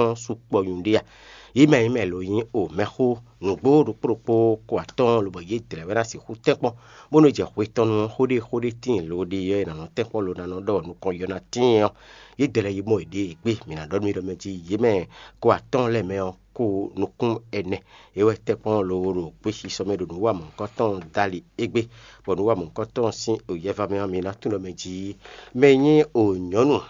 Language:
Fon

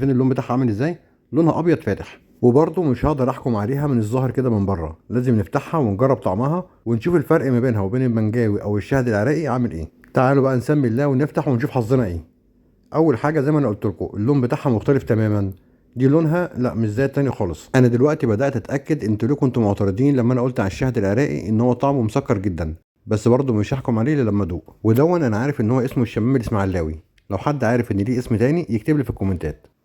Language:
Egyptian Arabic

